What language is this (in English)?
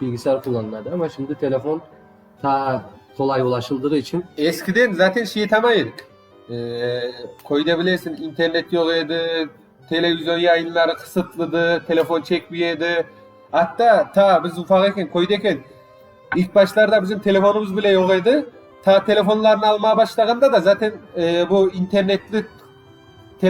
Crimean Tatar